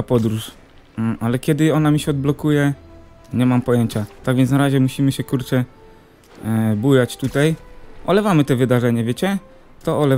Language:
Polish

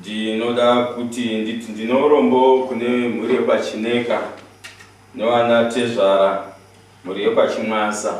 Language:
Shona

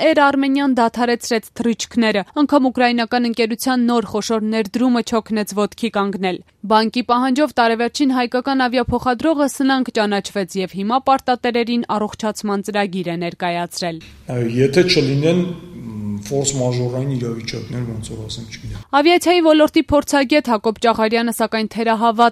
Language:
Armenian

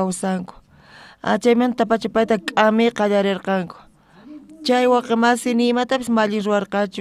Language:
South Bolivian Quechua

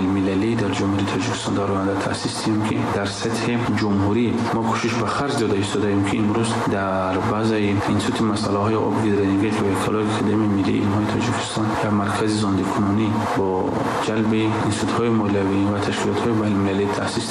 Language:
Tajik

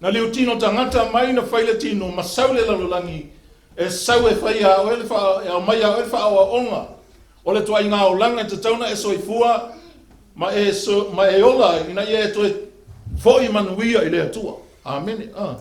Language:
Samoan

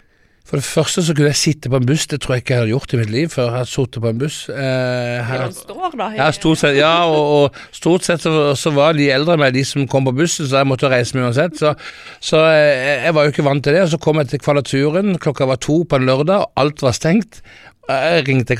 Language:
Norwegian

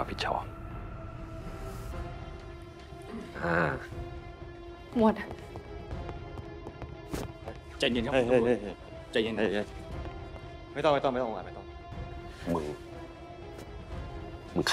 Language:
Thai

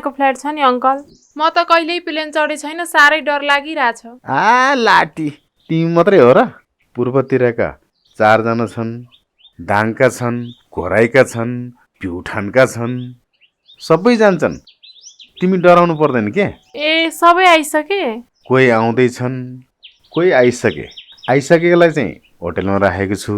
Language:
Nepali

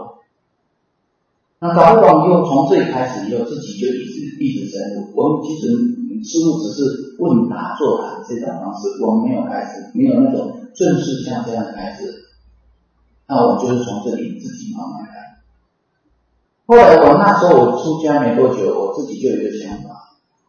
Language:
Chinese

